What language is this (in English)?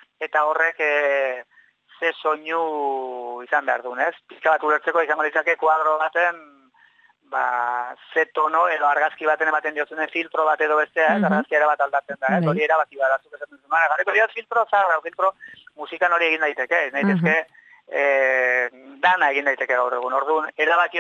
Basque